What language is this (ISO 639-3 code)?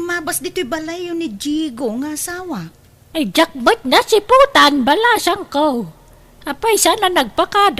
ilo